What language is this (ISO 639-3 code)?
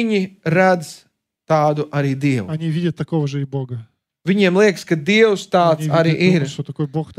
lav